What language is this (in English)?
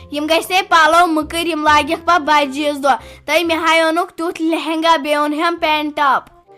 Kashmiri